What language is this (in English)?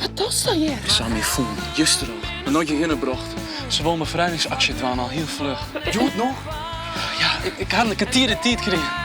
Western Frisian